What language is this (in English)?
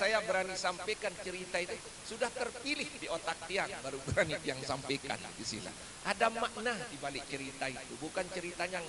Sasak